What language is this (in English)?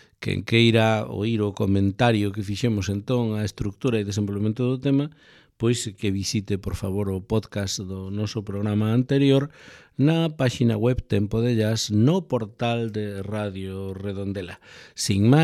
Galician